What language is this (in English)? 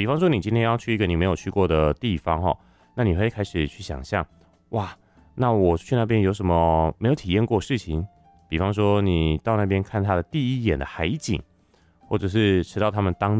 Chinese